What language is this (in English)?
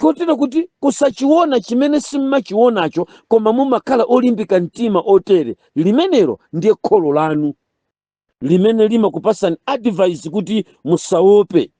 Nyanja